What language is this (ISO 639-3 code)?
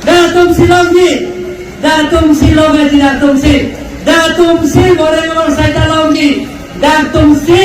mjw